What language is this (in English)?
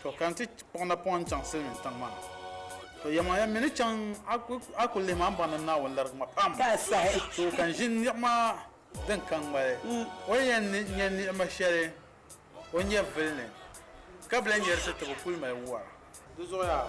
Dagbani